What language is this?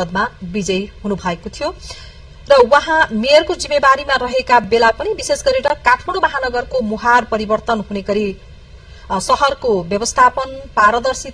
Nepali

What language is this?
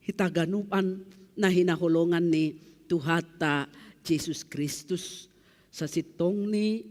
Batak Simalungun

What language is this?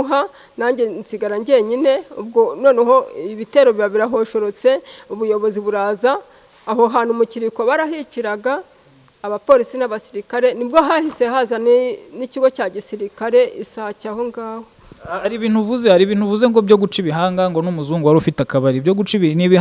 Kinyarwanda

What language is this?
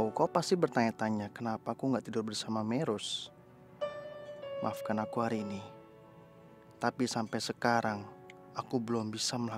Indonesian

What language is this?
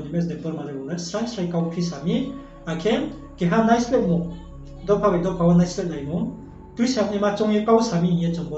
Riang (India)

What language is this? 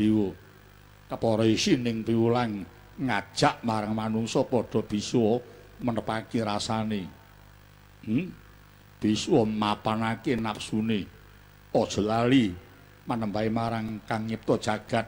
Javanese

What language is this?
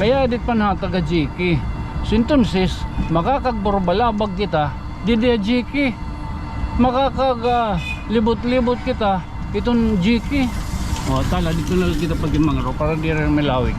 Waray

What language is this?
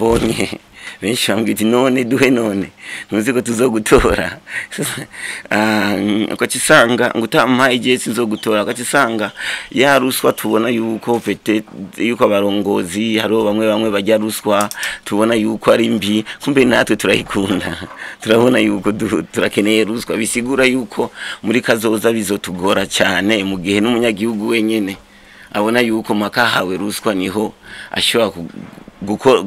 Rundi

